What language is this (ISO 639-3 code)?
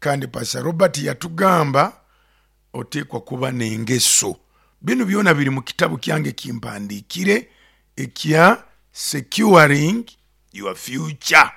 nyo